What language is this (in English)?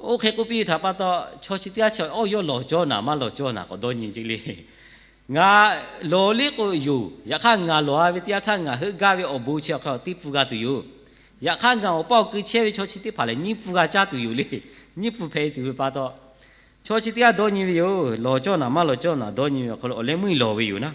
Lahu